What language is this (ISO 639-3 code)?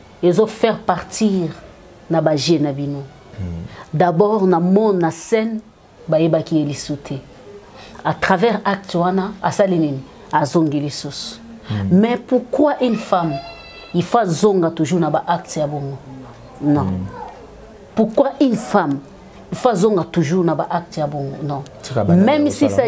lin